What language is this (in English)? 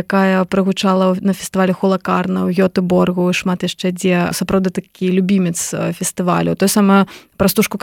Belarusian